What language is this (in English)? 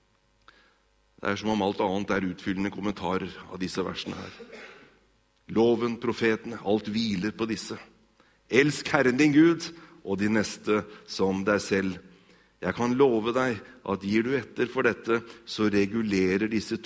Norwegian